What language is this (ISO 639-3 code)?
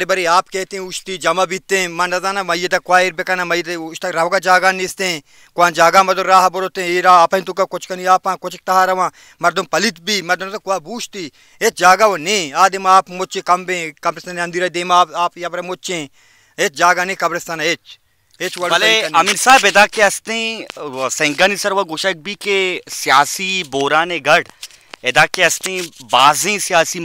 bal